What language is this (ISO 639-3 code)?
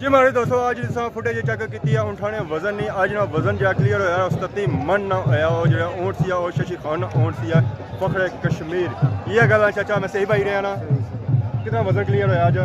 phr